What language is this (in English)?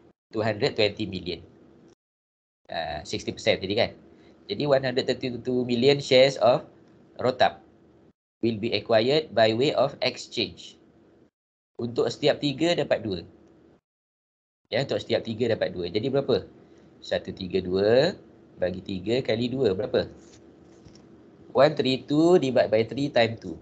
Malay